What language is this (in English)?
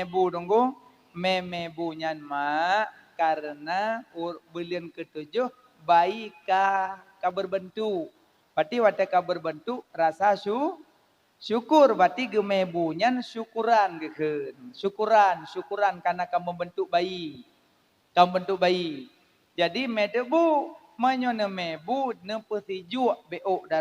Achinese